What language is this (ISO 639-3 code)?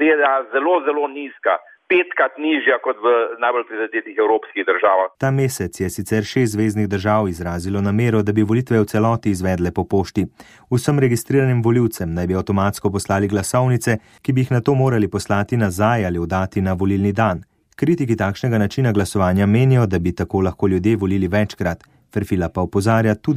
slv